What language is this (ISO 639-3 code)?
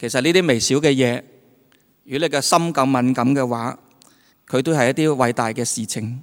yue